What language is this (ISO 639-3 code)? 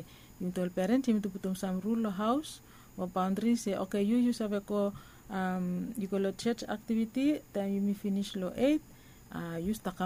bis